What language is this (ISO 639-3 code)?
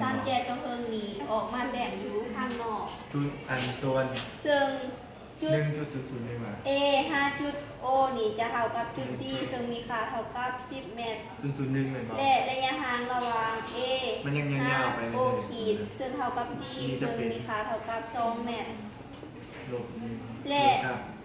lao